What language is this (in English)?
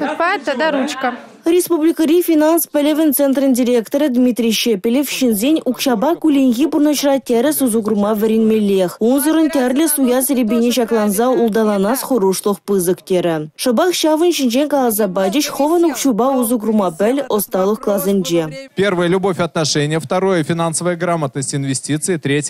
Chuvash